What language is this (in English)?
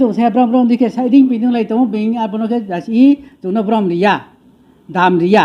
Riang (India)